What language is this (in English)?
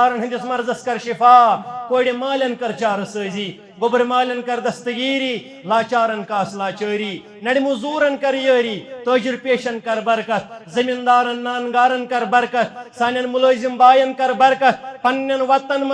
Kashmiri